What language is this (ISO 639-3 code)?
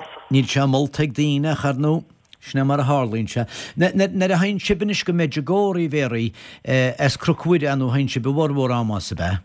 gle